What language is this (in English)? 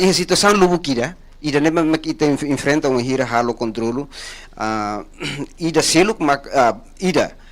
Tetum